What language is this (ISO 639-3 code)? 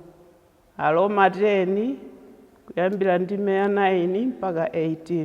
nya